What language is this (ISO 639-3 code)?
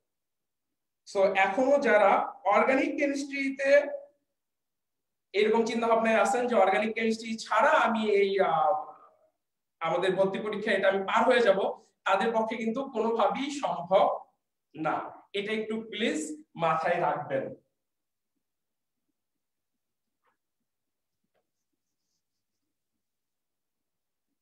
ben